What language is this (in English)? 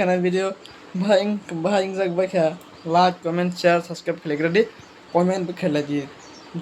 Kok Borok